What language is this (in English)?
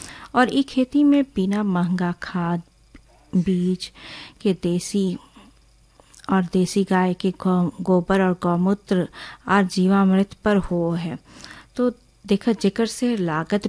Bhojpuri